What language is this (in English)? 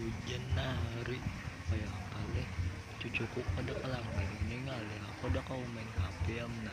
Banjar